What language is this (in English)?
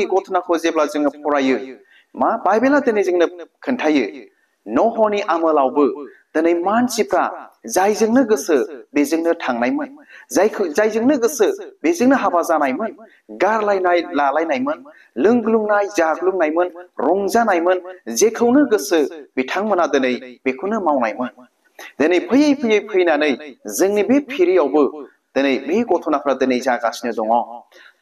Bodo